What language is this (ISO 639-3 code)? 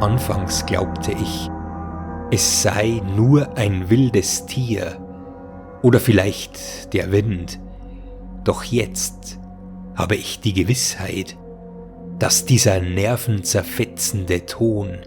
bar